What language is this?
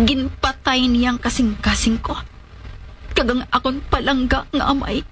Hiligaynon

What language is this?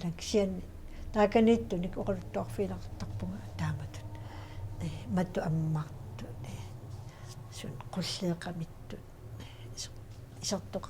Kalaallisut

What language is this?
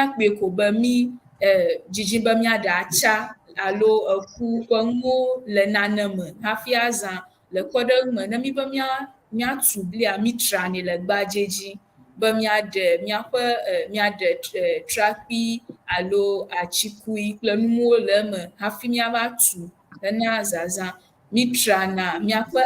Ewe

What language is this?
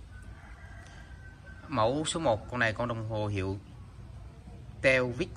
Vietnamese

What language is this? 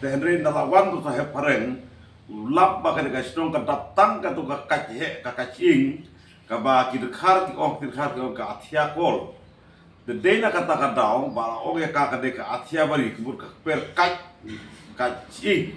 Khasi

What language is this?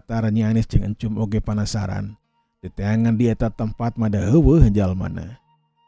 Sundanese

